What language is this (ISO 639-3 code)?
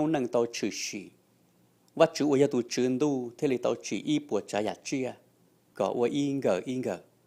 hmn